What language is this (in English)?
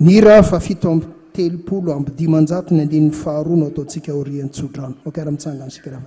Malagasy